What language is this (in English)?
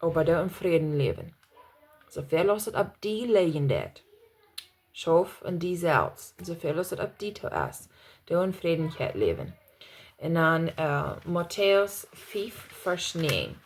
Plautdietsch